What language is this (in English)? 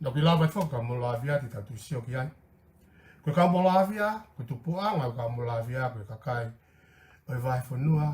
Tongan